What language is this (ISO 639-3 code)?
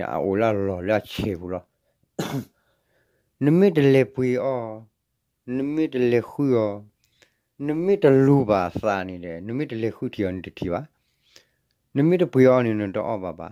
ksw